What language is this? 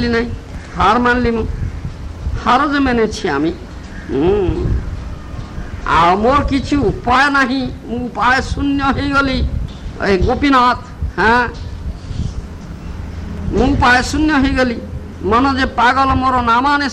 Odia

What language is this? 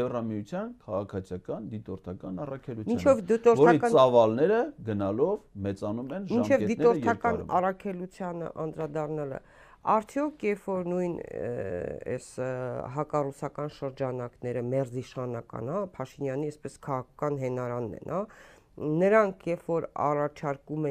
Armenian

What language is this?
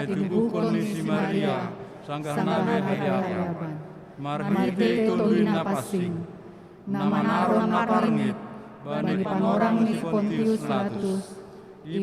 Batak Simalungun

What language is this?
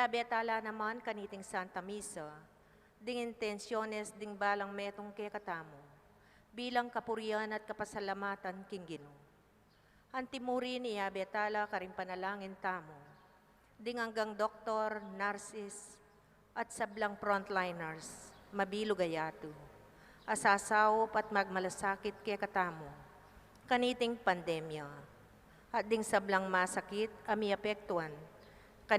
Pampanga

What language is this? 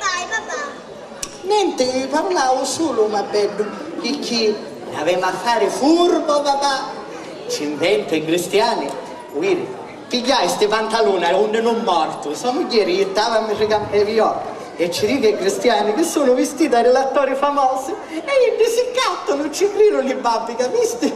Sicilian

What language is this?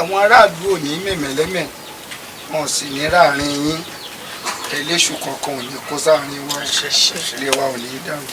Yoruba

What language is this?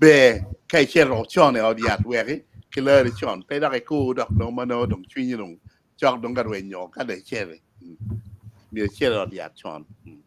Acoli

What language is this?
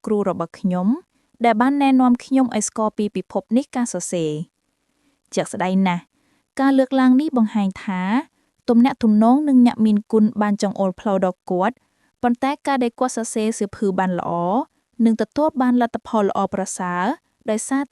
Khmer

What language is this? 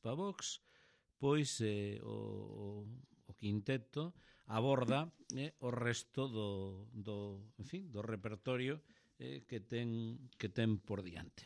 Galician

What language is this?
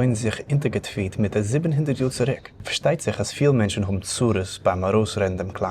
Yiddish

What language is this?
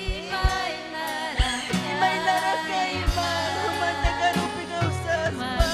Ayacucho Quechua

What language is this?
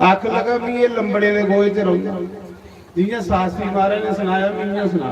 Dogri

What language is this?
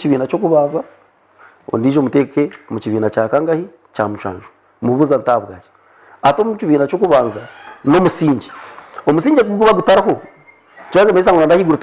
Nyankole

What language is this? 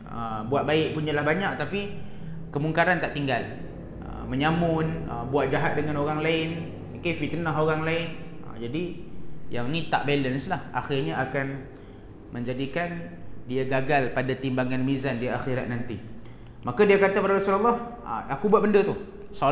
Malay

